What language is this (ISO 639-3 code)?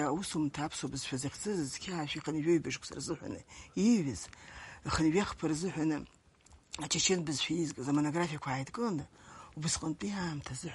abk